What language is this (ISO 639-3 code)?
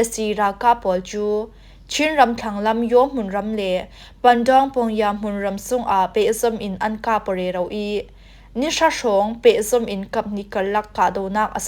cfm